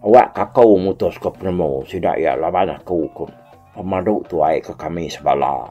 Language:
Iban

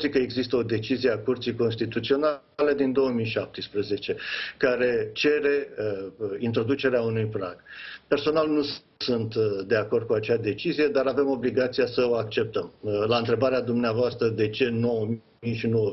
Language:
Romanian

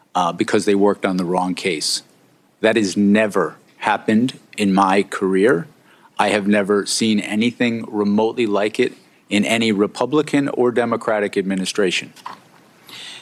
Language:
English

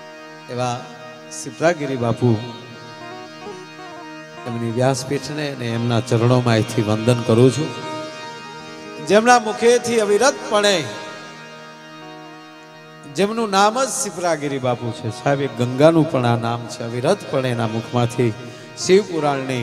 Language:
Gujarati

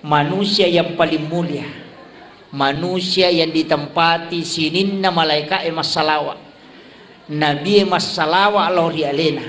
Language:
Buginese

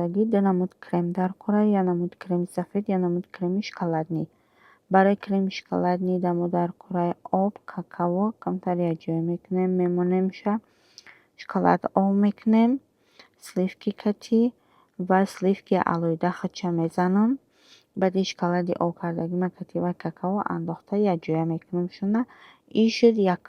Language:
Tajik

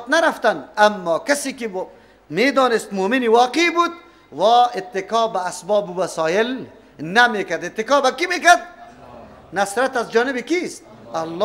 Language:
Persian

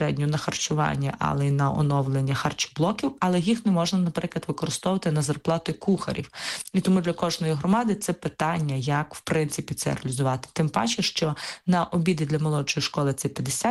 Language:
Ukrainian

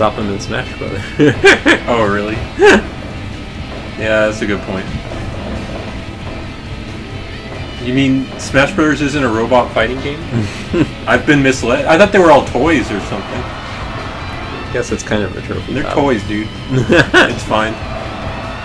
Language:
English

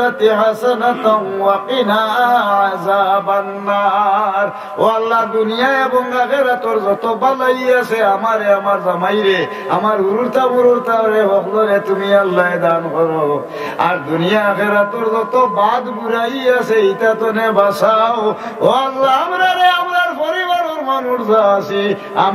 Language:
Sylheti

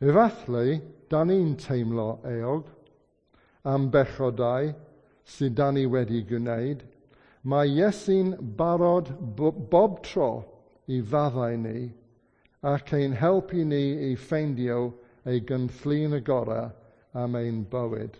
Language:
Welsh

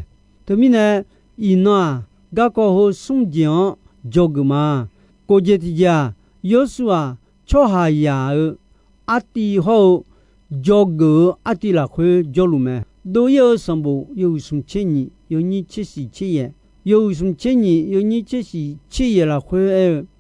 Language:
Akha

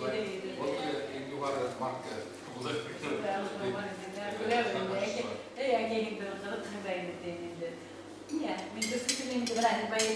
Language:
Bashkir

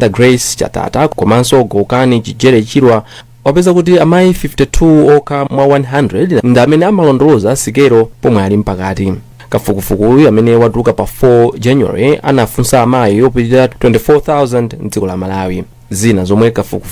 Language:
Nyanja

